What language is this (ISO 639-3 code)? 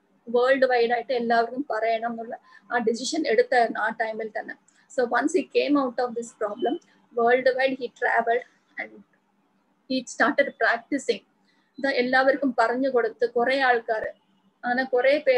mal